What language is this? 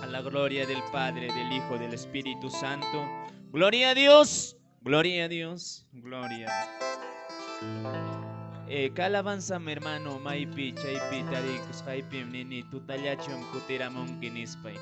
Quechua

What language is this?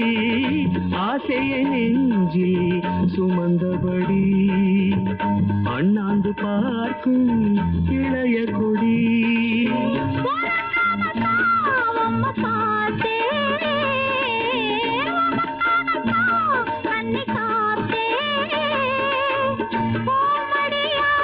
Tamil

